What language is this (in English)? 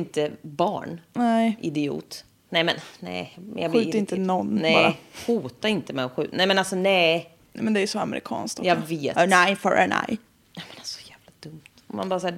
Swedish